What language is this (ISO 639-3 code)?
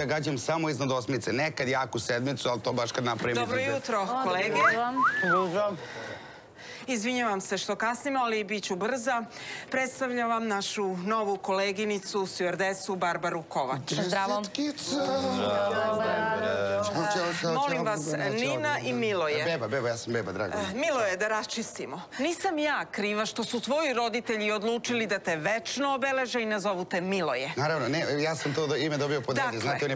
srp